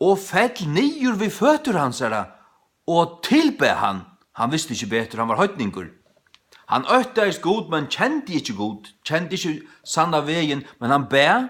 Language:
Faroese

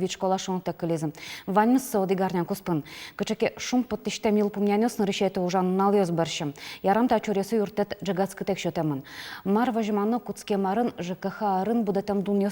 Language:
Udmurt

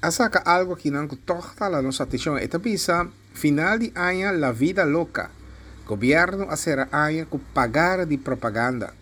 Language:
Papiamento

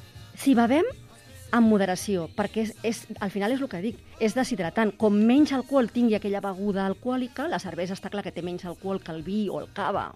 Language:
Catalan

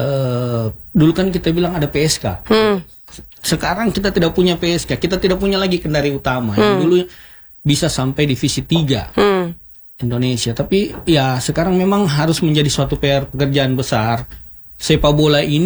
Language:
Indonesian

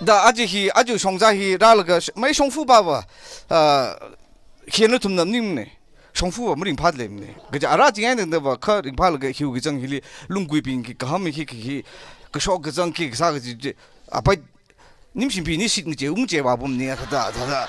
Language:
Tangkhul Naga (India)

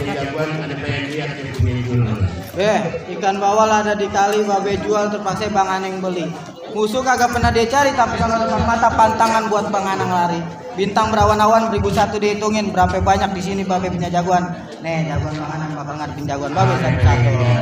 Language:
Betawi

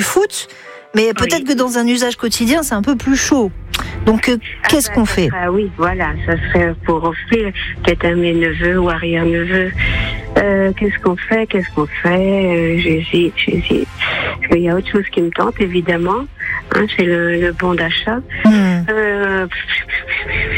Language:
French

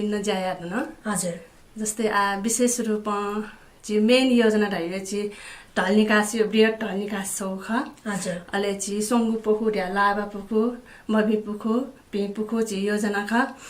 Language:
Newari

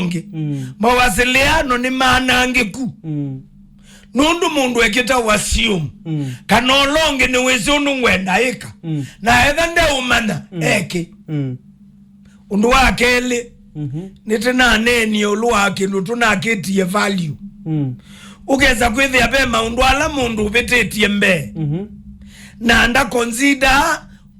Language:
Kamba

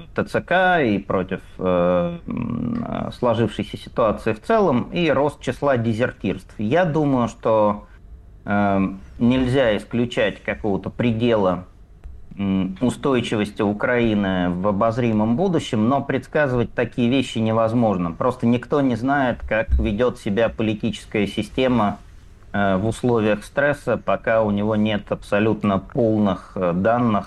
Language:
Russian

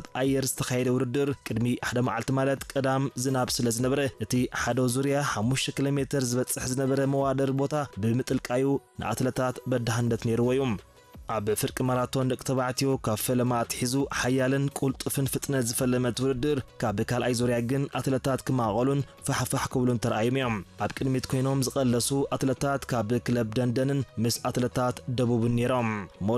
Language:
Tigrinya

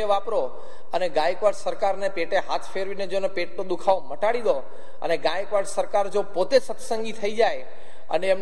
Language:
Gujarati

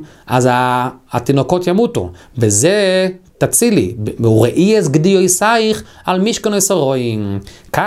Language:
Hebrew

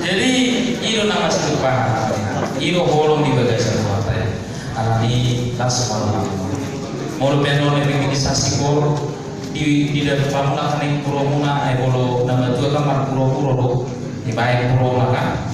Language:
Batak Toba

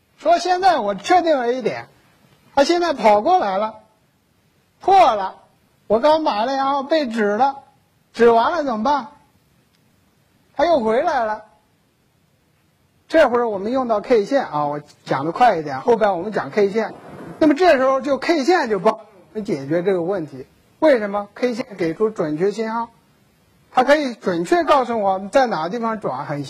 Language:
Chinese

